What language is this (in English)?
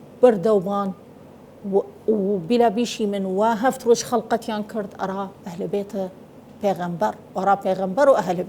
Southern Kurdish